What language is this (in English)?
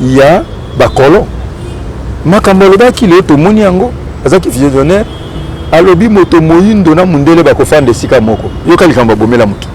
Lingala